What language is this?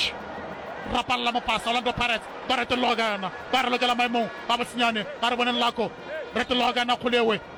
Northern Sotho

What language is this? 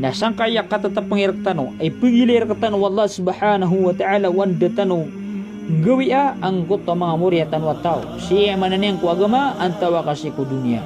Maranao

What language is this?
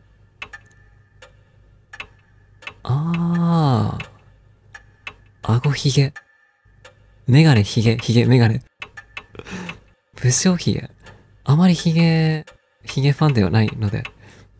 Japanese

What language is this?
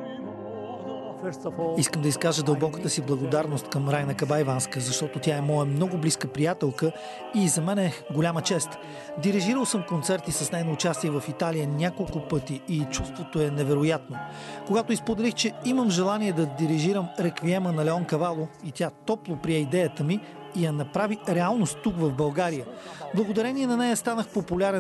Bulgarian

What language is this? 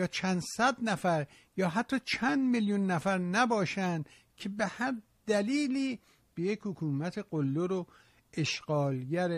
Persian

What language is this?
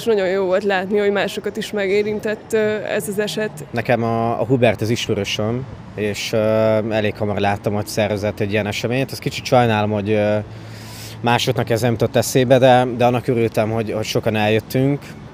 Hungarian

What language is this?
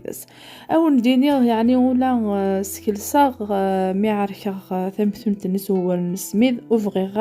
Kabyle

